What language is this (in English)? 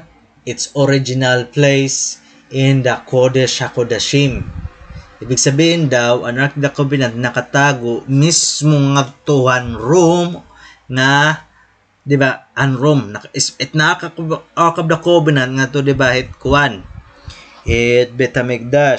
Waray